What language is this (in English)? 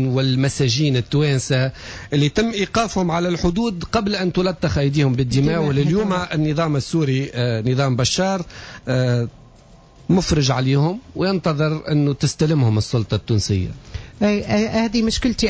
Tunisian Arabic